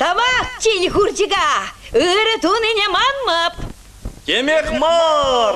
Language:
Chuvash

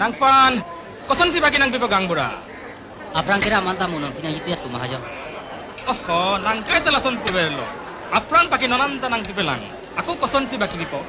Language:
Karbi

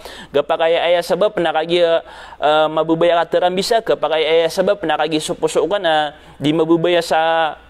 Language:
Maranao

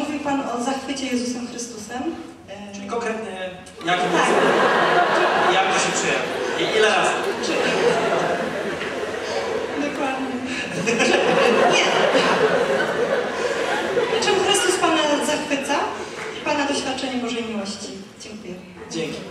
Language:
Polish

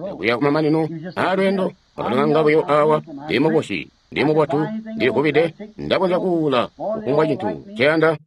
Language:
Tonga (Zambia)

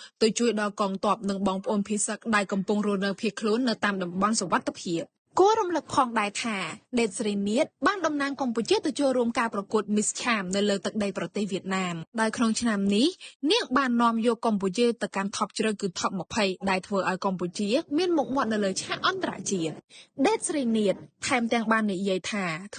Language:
Khmer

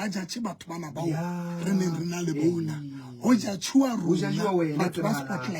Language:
Southern Sotho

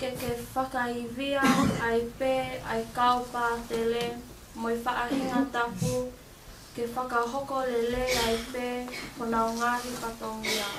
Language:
Tongan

